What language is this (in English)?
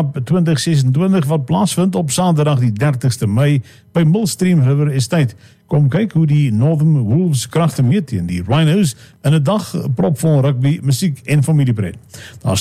Afrikaans